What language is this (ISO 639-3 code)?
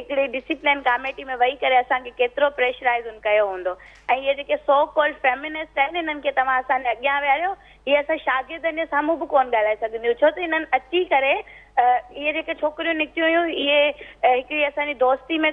snd